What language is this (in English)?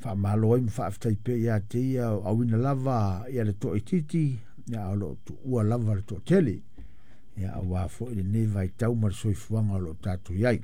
Samoan